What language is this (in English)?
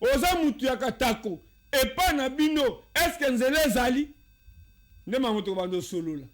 Lingala